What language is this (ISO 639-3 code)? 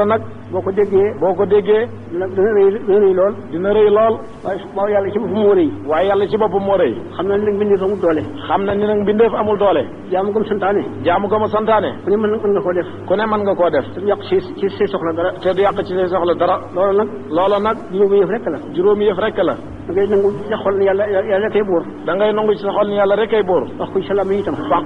wol